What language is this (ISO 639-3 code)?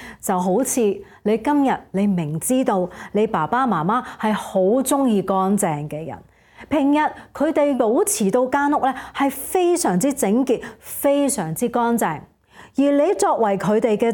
yue